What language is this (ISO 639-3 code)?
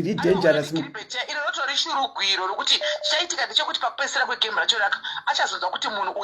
sna